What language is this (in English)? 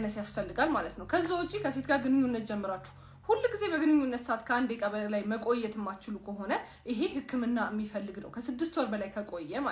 Amharic